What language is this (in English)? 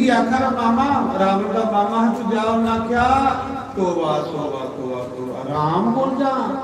Dogri